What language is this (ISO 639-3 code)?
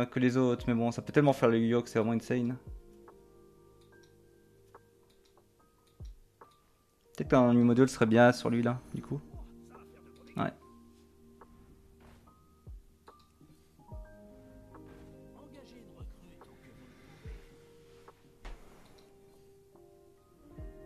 fra